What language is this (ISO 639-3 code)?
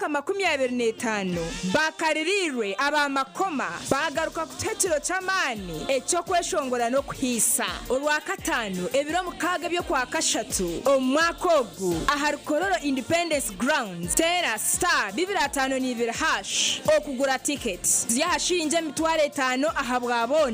nyn